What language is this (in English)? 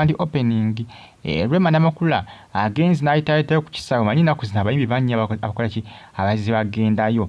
Ganda